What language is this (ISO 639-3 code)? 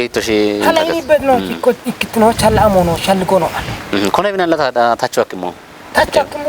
kbr